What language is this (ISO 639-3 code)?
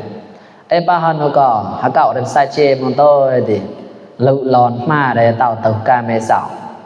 mnw